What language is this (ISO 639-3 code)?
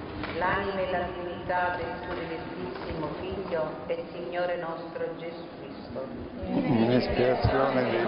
ita